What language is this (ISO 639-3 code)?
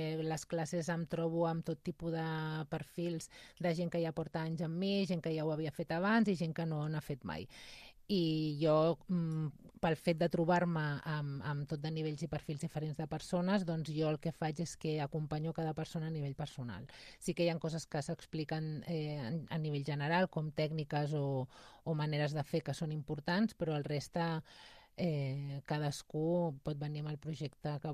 cat